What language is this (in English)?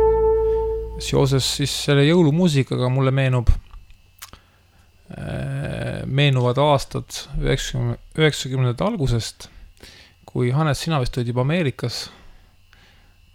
Estonian